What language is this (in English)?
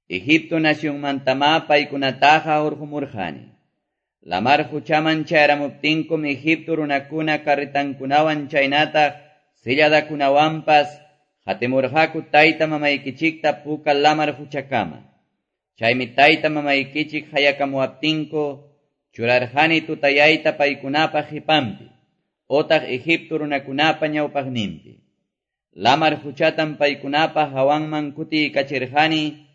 Quechua